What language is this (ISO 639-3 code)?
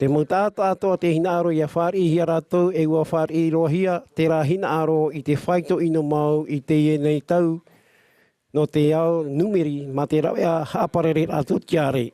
tah